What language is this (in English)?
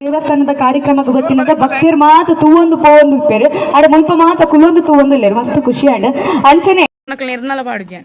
Tulu